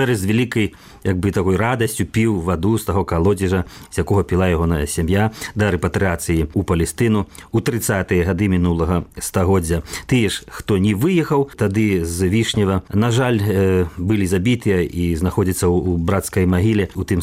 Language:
Belarusian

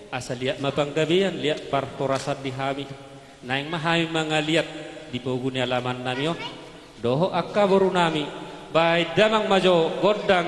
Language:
Batak Toba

